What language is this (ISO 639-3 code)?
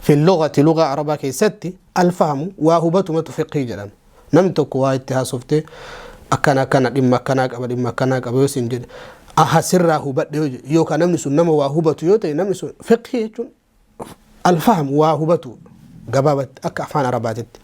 orm